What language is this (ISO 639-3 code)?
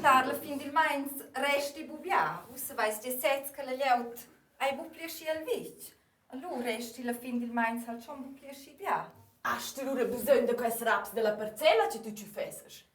roh